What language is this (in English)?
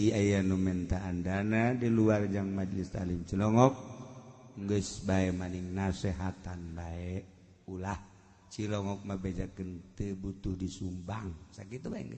Sundanese